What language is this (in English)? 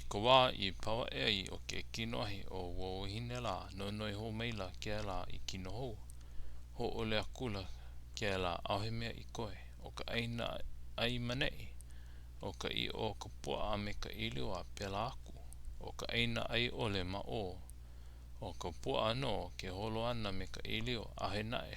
Hawaiian